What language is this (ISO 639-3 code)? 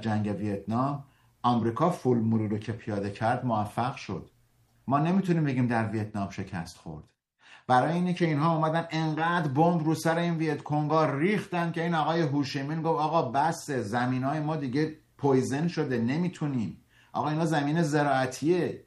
fas